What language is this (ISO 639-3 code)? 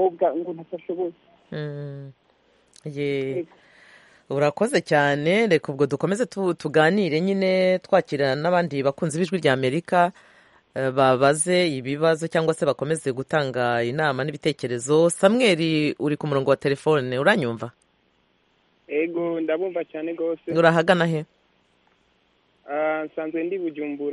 kin